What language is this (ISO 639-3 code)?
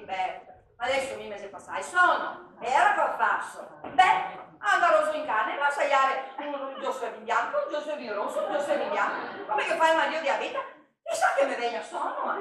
vec